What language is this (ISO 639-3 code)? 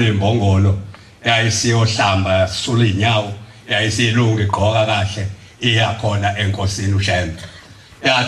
zul